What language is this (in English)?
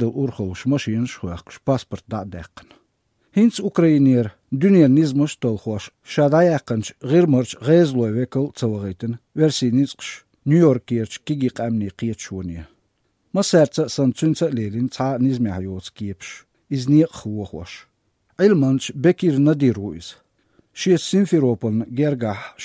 Chechen